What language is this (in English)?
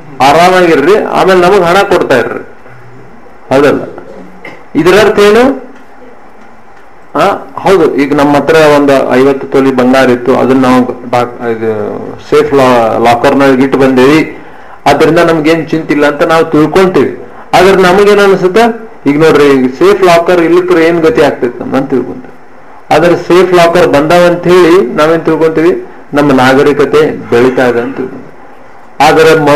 Kannada